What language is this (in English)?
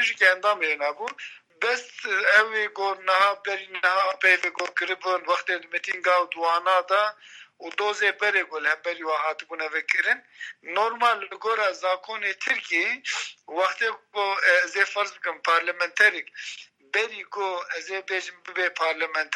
Kurdish